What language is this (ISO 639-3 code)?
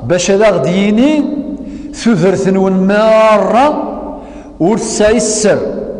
kab